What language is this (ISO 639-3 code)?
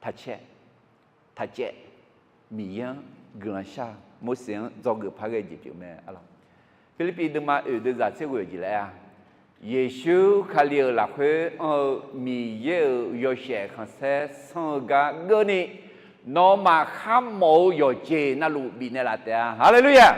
ahk